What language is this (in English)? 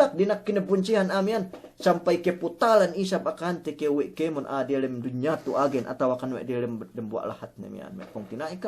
Yakan